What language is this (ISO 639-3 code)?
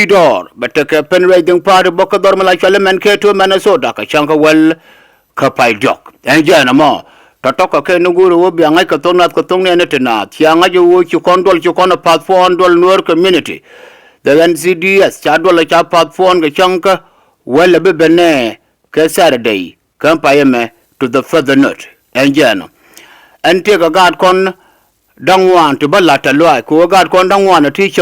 nus